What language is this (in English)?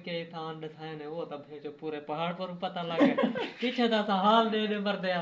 Saraiki